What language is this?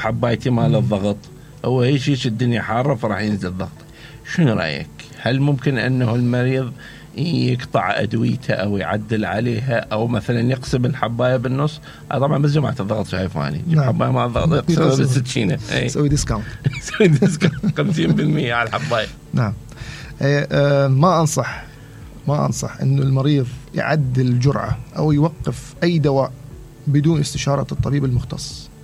Mesopotamian Arabic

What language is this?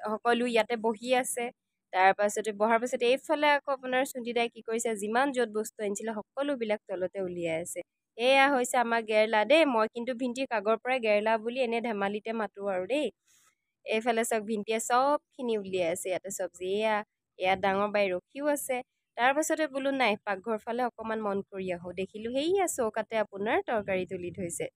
Assamese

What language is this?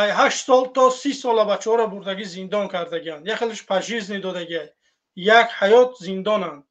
Tajik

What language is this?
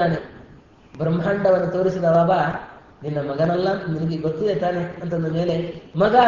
Kannada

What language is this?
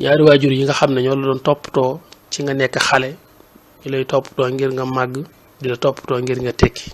Wolof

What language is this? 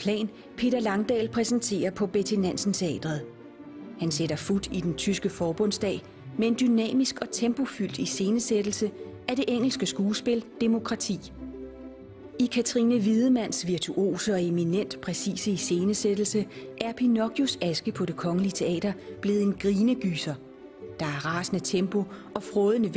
Danish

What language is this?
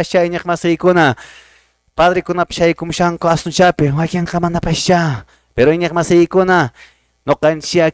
Quechua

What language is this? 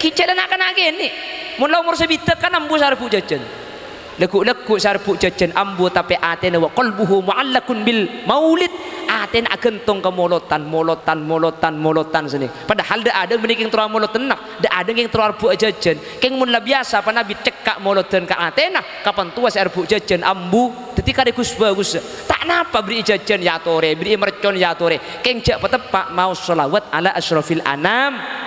Madurese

